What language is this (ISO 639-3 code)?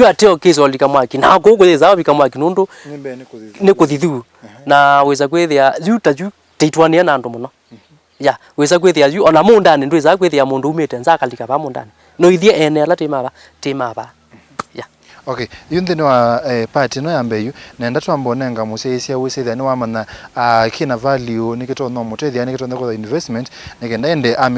kam